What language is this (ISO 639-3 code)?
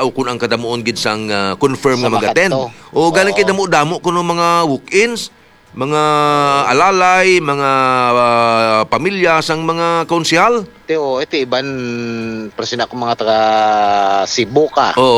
hil